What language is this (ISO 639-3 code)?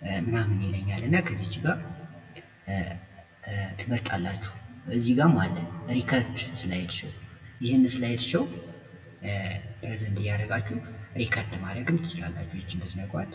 amh